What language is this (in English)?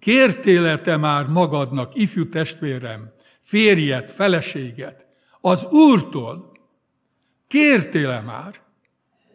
Hungarian